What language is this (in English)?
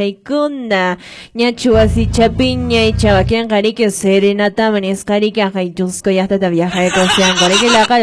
Quechua